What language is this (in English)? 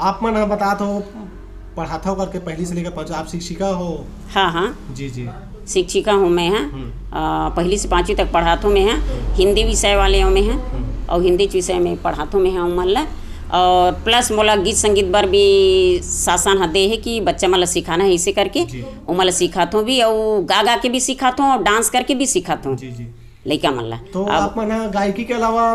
Chhattisgarhi